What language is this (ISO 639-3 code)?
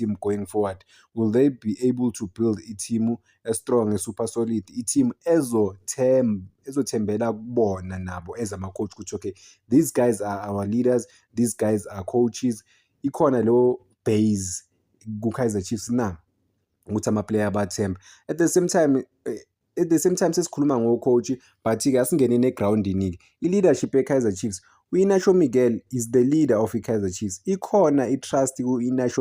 zul